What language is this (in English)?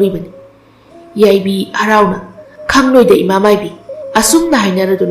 Manipuri